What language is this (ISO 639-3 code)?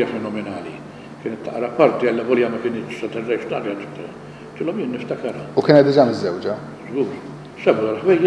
mlt